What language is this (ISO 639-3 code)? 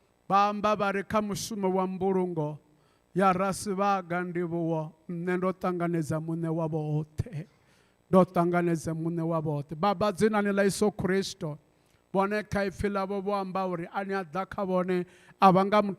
ven